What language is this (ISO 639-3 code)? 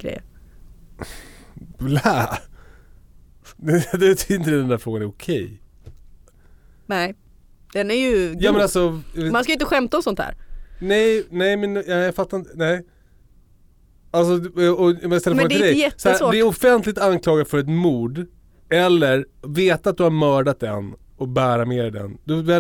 swe